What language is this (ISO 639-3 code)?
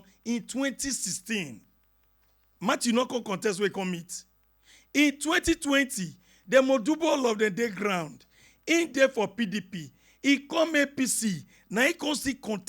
pcm